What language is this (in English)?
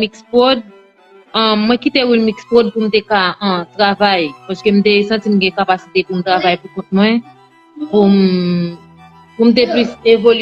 Haitian Creole